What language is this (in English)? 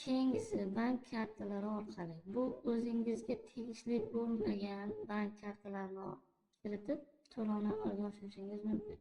Uzbek